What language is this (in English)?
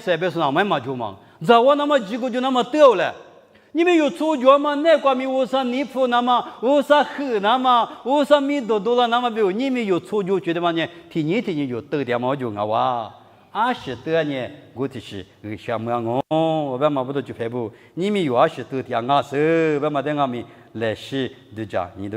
Lisu